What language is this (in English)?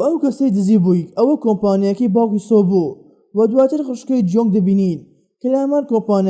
Central Kurdish